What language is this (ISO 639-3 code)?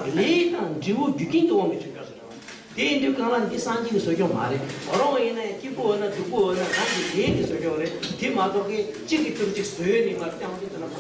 bod